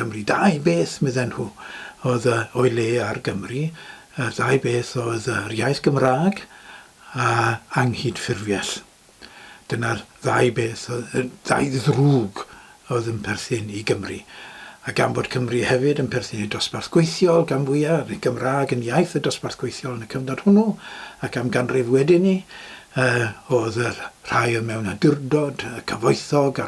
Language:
Welsh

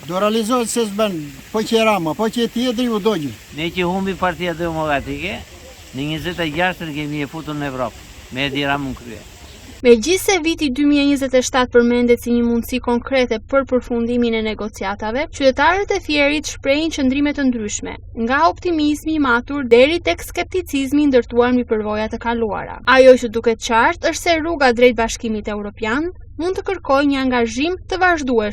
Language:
Albanian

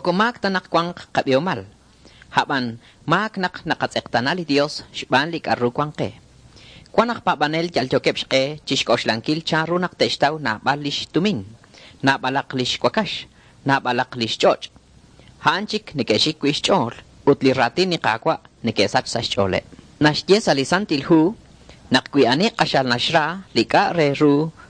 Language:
Kekchí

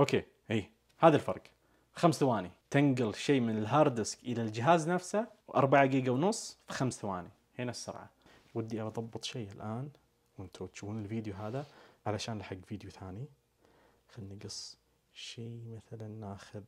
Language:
Najdi Arabic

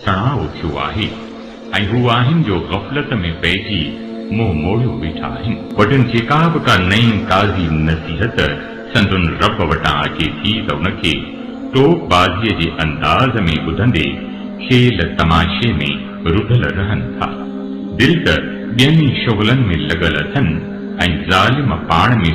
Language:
Sindhi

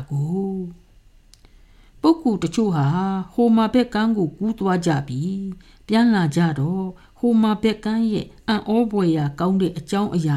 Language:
Burmese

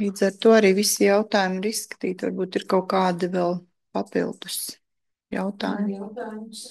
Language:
Latvian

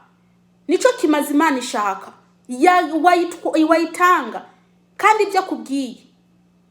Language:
Rundi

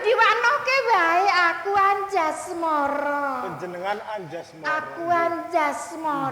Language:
Javanese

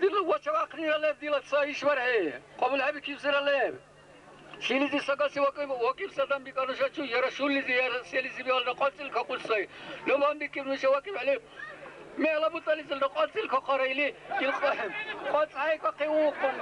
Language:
Dargwa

